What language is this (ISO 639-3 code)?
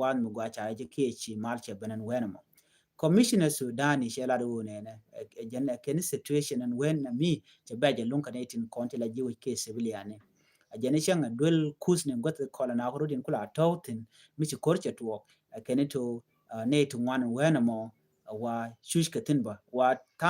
nus